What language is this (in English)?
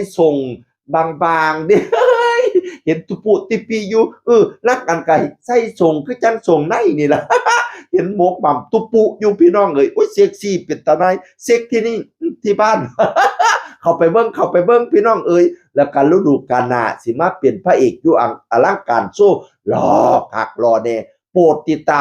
Northeastern Thai